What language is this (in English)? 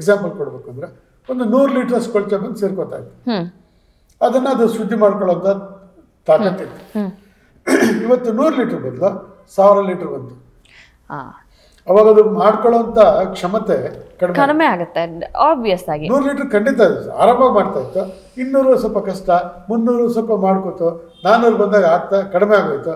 Kannada